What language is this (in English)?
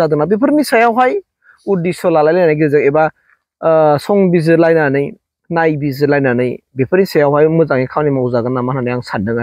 Bodo